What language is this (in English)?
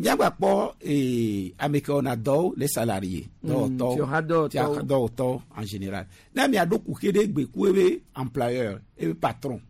Gen